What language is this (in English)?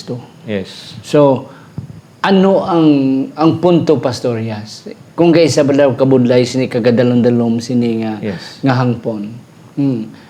Hiligaynon